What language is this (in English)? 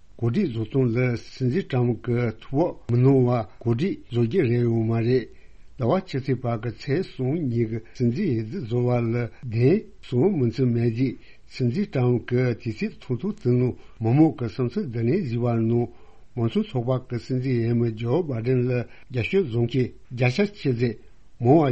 Tibetan